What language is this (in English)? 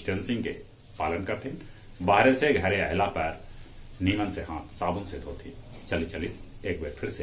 Magahi